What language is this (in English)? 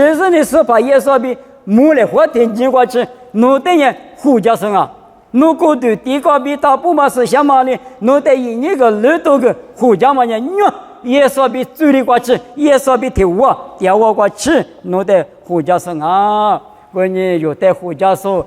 Lisu